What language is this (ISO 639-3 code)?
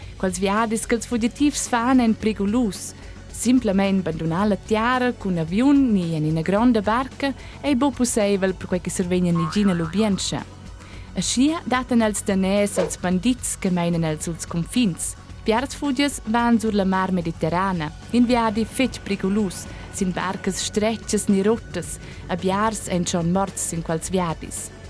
roh